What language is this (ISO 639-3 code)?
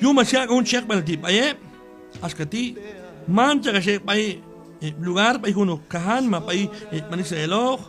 kjb